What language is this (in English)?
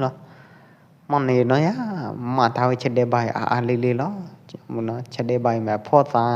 Pwo Eastern Karen